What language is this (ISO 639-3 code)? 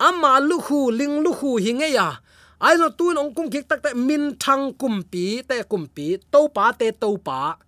ctd